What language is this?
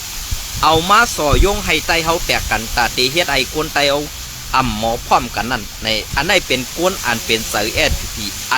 Shan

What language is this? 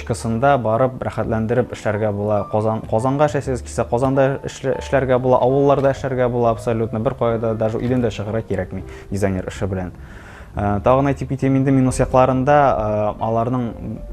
Tatar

